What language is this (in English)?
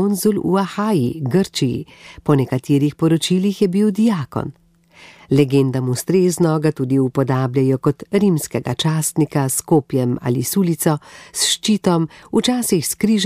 Slovenian